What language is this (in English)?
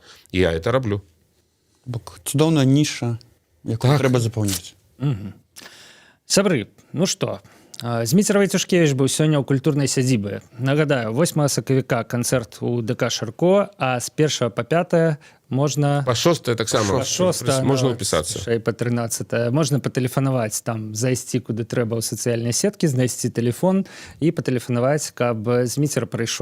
Belarusian